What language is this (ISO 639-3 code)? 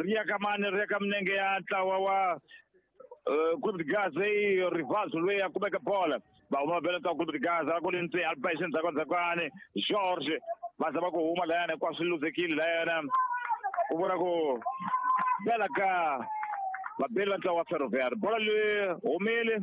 tso